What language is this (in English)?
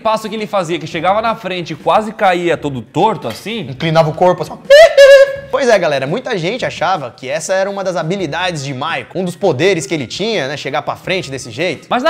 Portuguese